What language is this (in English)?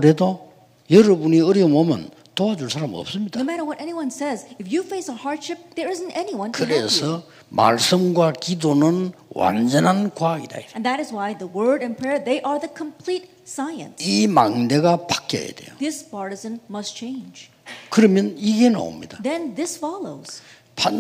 Korean